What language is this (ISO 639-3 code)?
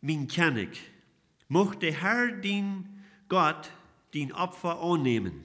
pdt